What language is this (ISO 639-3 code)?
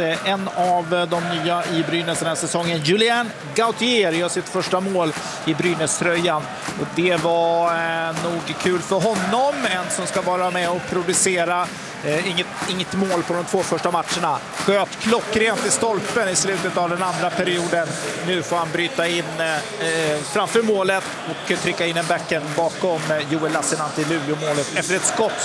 swe